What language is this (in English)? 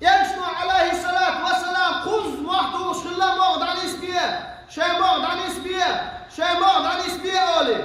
Chechen